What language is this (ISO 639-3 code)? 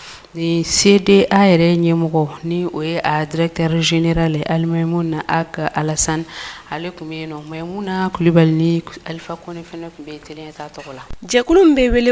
bam